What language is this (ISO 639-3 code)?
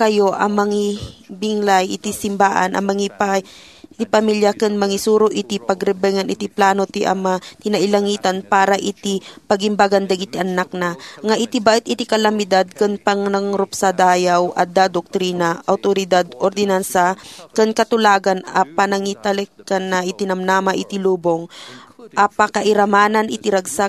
ilo